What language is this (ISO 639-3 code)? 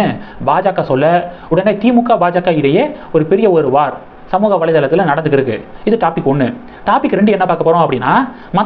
tam